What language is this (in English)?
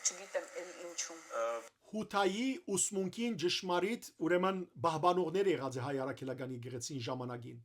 Western Armenian